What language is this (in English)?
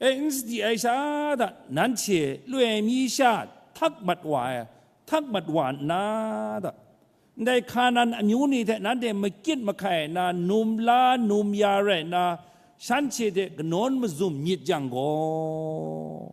Kachin